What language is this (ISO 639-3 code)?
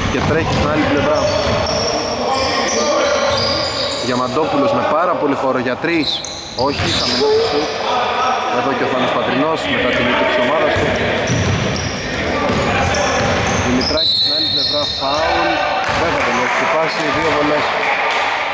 ell